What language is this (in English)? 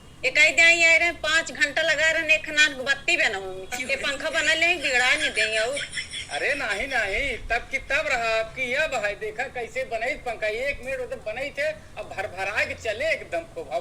Awadhi